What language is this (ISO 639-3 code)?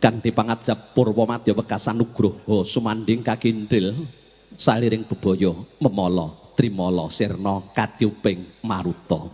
jav